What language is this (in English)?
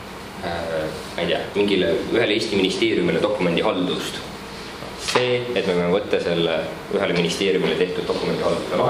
Estonian